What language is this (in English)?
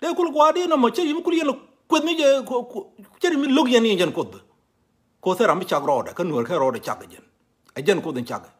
Nuer